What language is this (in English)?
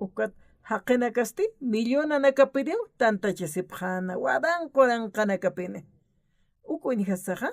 Aymara